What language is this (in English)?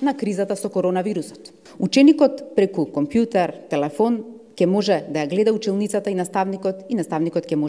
Macedonian